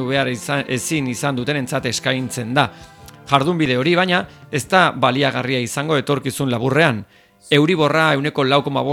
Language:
Basque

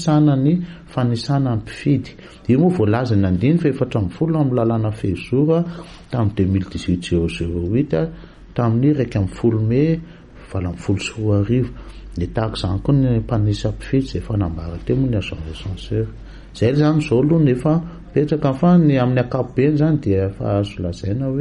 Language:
Malagasy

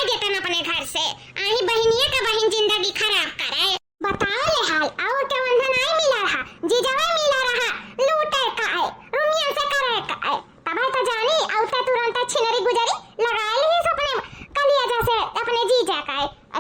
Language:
Awadhi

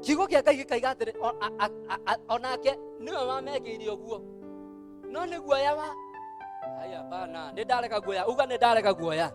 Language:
Kikuyu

